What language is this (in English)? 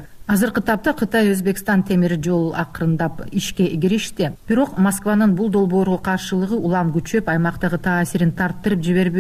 Kyrgyz